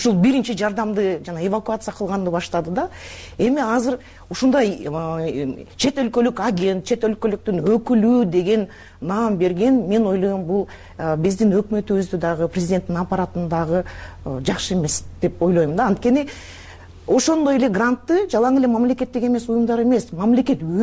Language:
Kyrgyz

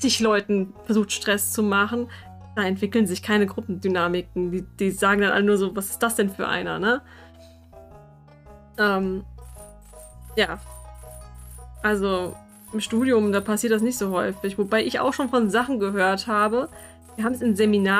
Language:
German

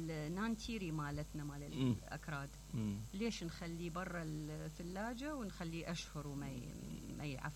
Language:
Mesopotamian Arabic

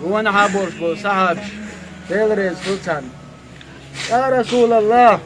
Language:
Chechen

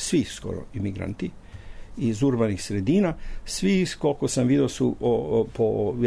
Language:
Serbian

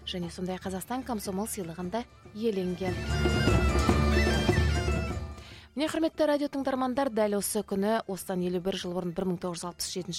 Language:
Kazakh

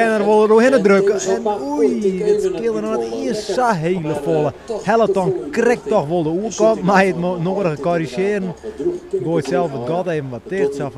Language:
Western Frisian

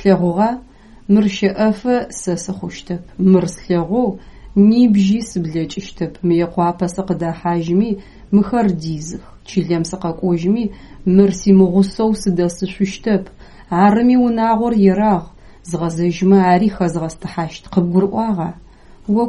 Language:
Adyghe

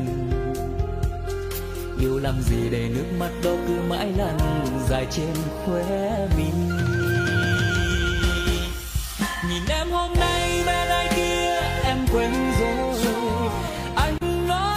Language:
Vietnamese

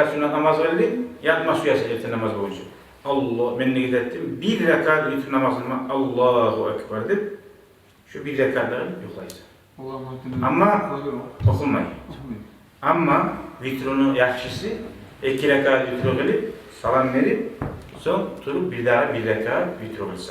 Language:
Kumyk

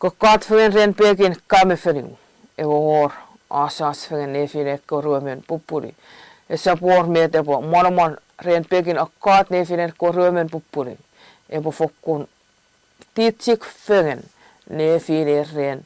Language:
Chuukese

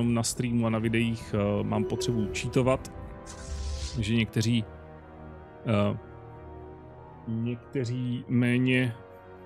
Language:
Czech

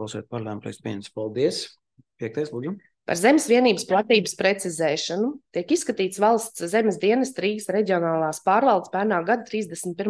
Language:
Latvian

